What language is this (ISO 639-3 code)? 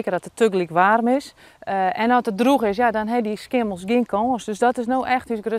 fry